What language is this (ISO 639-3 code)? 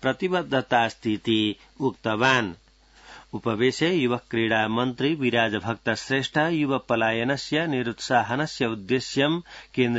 san